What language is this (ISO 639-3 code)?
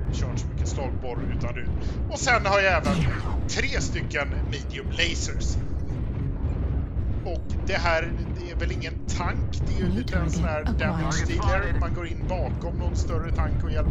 swe